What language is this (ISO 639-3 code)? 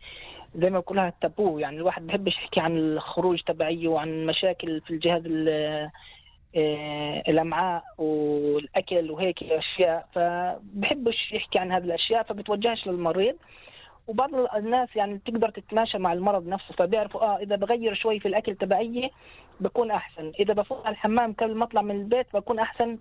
apc